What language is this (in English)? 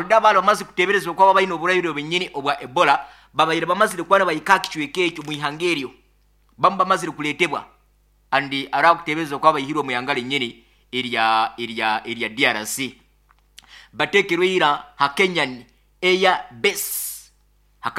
Nyoro